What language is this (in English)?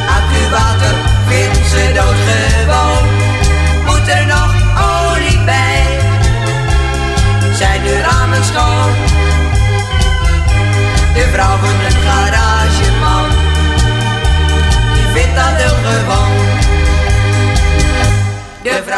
Dutch